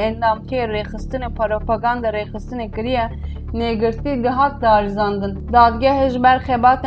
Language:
Kurdish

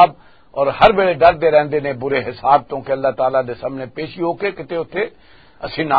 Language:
Western Panjabi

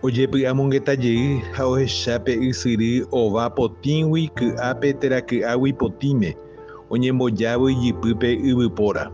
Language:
Guarani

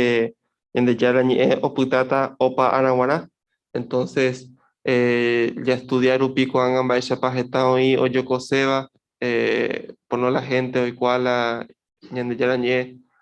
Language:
Guarani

